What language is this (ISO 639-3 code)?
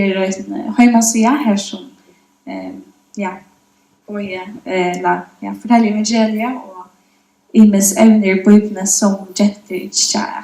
fao